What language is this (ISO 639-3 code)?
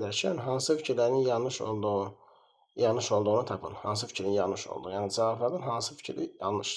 aze